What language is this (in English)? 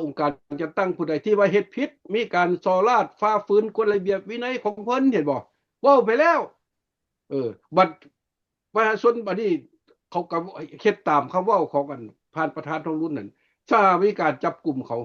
Lao